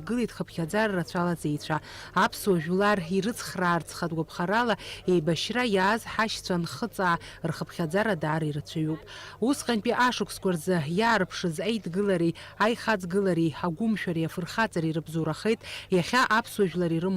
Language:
Abkhazian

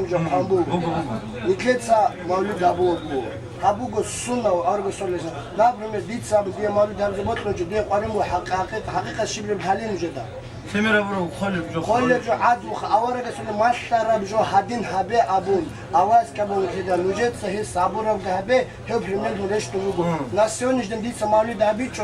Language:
Avaric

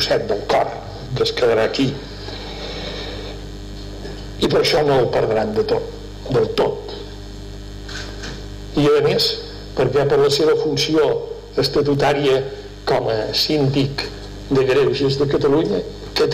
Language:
Catalan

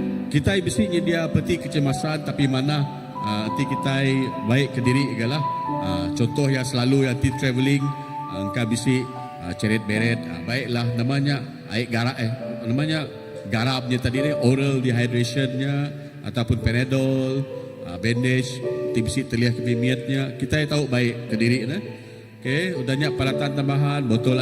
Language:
Iban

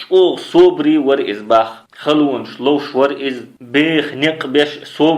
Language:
Chechen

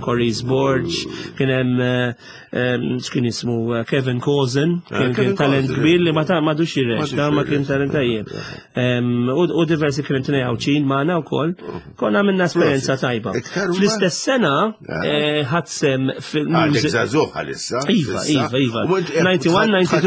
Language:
Maltese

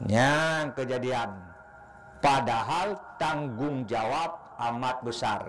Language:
Achinese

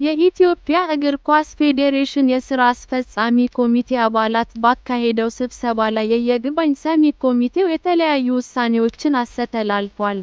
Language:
Amharic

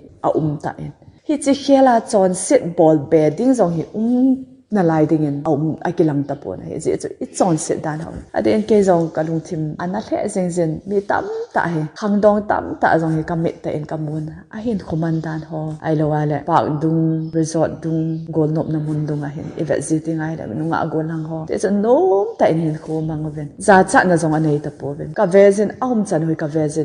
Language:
Thado Chin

